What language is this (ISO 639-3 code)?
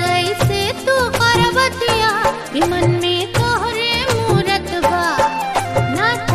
bho